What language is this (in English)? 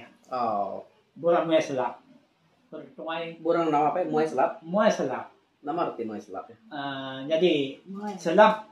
Iban